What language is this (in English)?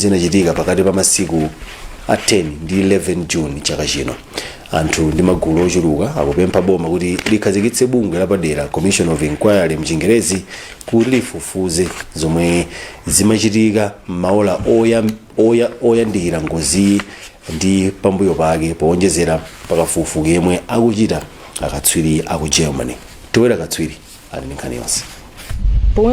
Nyanja